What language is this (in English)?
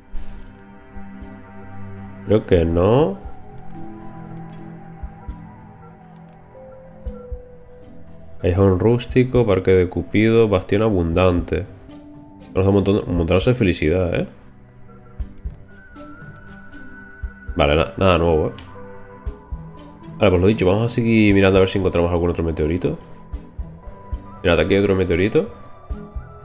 Spanish